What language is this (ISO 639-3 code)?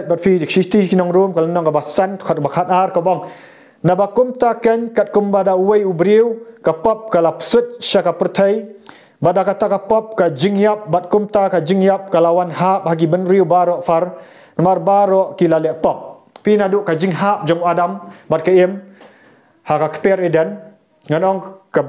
kha